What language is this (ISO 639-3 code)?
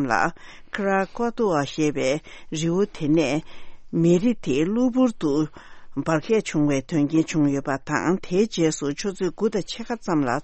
bod